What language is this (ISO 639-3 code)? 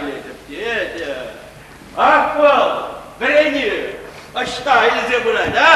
chv